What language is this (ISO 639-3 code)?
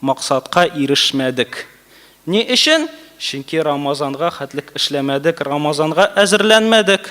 tat